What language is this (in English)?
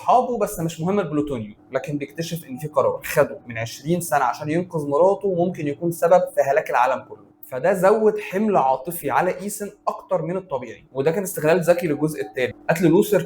Egyptian Arabic